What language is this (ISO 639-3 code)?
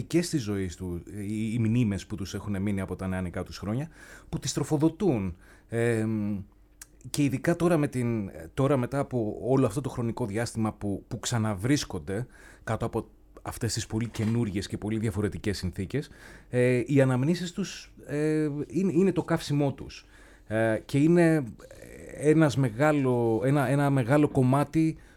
ell